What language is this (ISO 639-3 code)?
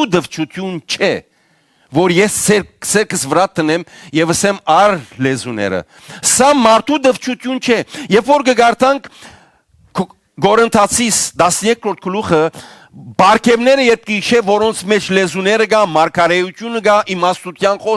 hyw